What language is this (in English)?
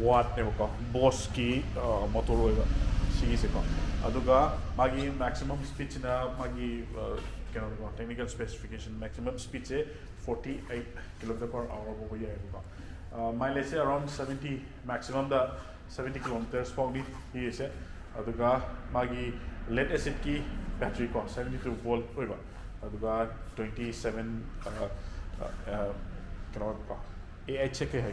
Manipuri